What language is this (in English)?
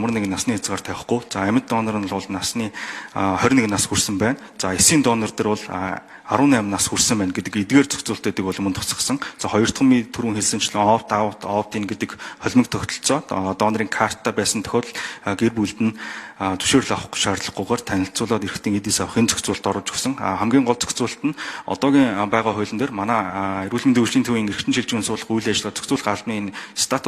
Mongolian